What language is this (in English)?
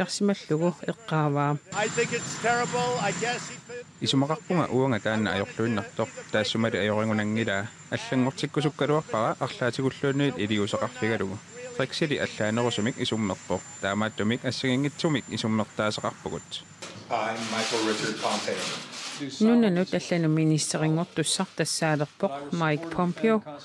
Kalaallisut